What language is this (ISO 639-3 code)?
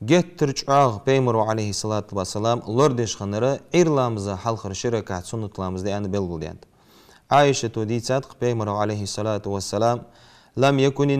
inh